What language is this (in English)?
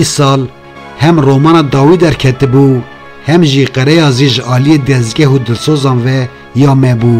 Kurdish